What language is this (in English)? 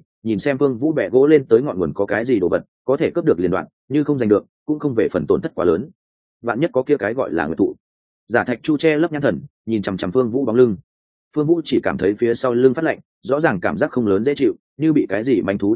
Vietnamese